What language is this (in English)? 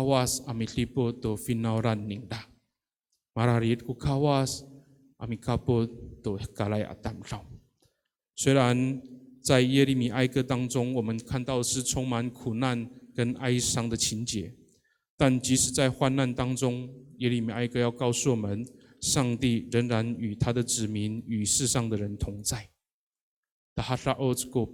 Amis